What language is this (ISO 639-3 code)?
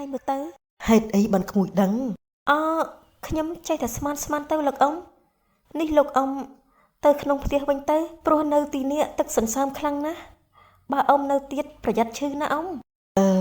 khm